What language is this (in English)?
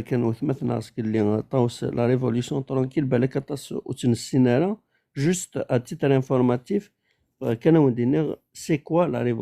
Kabyle